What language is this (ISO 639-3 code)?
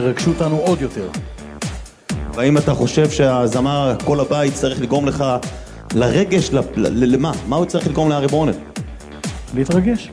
heb